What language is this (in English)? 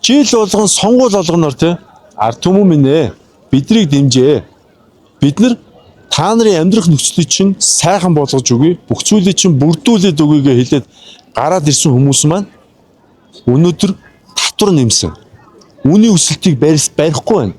Mongolian